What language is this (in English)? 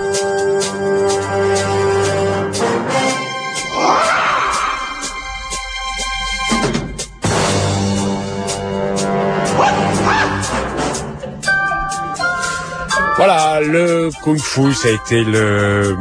French